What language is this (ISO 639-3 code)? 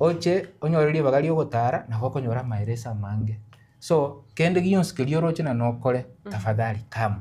guz